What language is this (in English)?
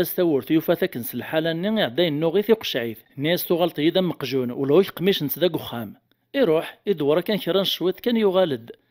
Kabyle